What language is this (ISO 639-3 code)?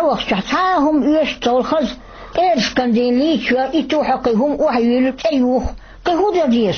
che